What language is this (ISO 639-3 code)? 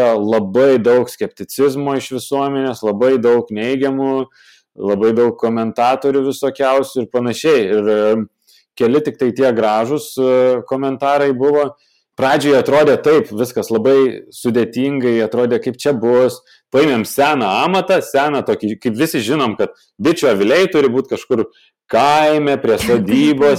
lit